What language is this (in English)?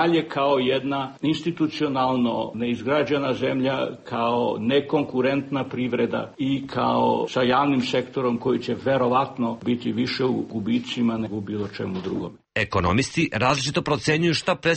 Serbian